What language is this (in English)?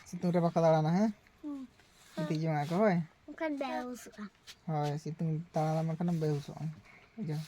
Santali